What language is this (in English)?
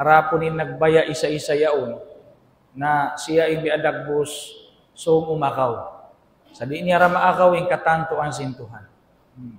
Tausug